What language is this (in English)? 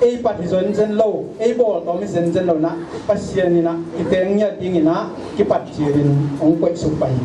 Tedim Chin